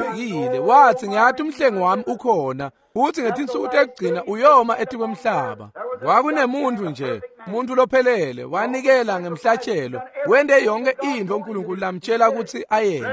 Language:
Swati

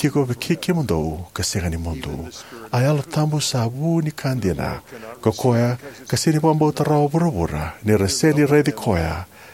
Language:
Fijian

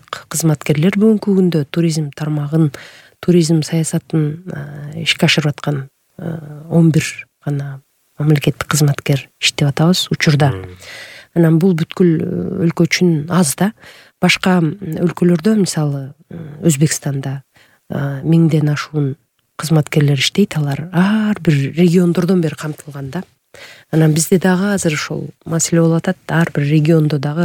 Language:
Kyrgyz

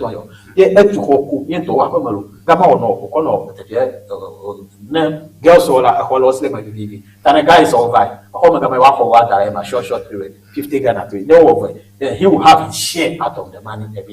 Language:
Ewe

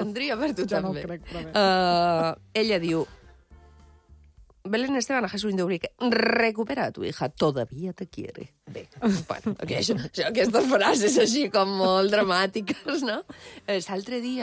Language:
Catalan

